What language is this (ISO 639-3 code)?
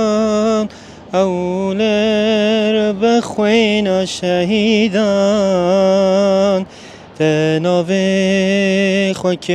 kur